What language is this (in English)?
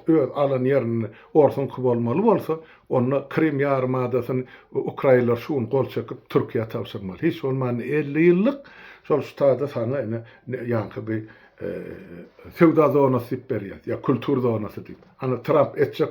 Turkmen